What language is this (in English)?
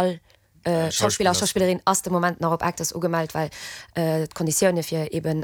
Luxembourgish